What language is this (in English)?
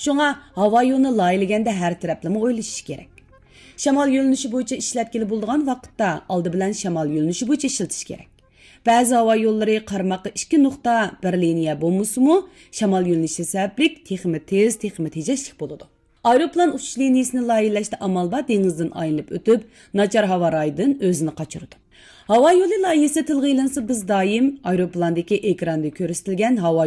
Uyghur